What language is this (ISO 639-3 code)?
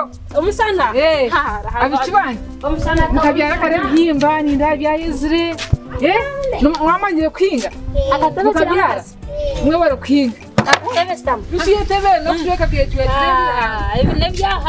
nyn